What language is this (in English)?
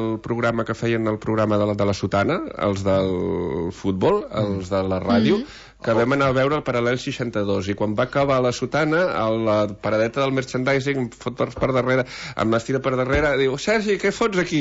Catalan